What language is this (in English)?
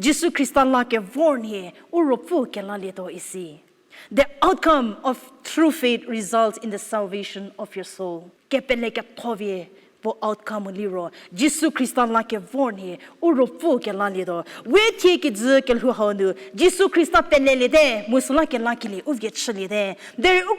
Angami Naga